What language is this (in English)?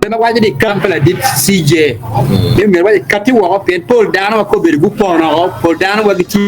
Acoli